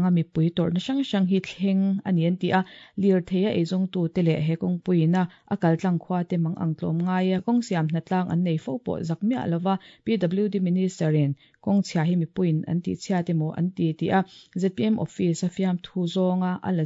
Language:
Mizo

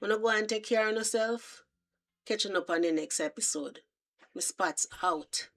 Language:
Jamaican Creole English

